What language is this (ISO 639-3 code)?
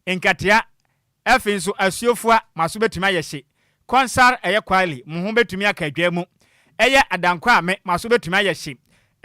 aka